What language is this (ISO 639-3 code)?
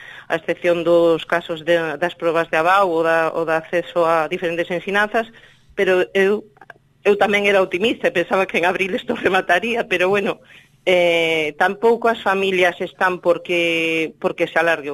glg